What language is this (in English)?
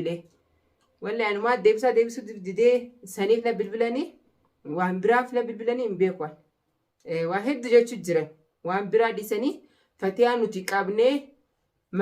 Oromo